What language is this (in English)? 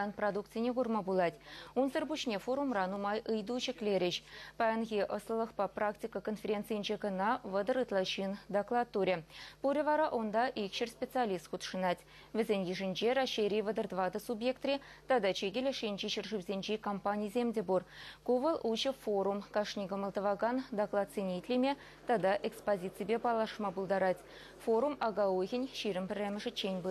Chuvash